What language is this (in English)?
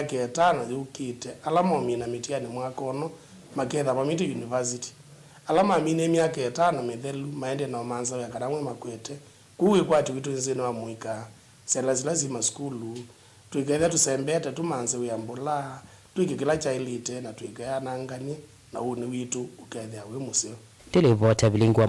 Kamba